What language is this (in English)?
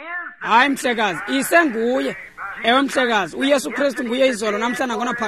Xhosa